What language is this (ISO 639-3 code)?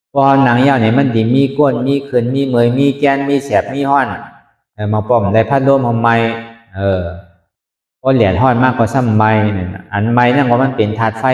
shn